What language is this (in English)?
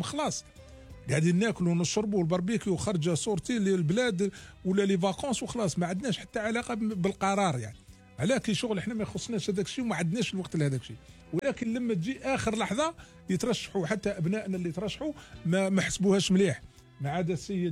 Algerian Arabic